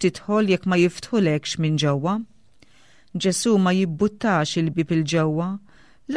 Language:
Maltese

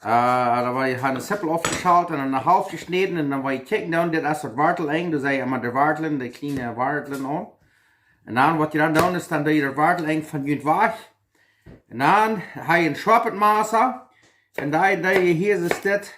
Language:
Plautdietsch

